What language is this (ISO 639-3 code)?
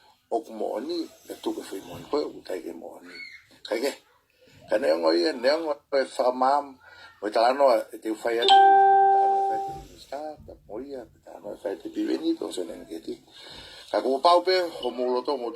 ton